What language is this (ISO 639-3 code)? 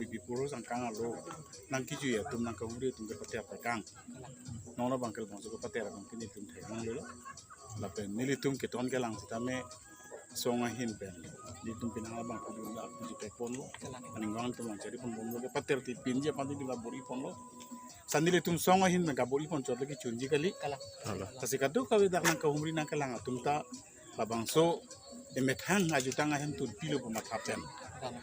mjw